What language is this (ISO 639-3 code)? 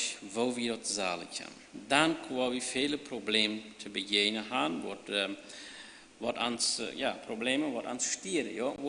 pdt